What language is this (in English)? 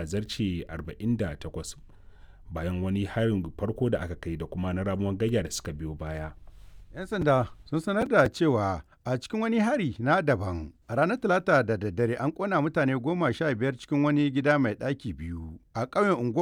Hausa